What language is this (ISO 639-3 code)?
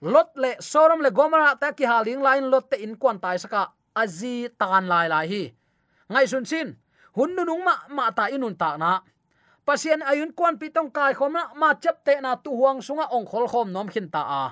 ctd